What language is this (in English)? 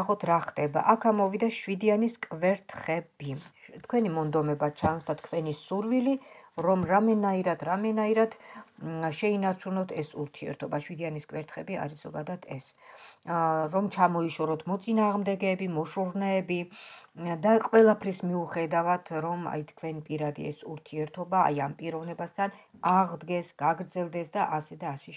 Georgian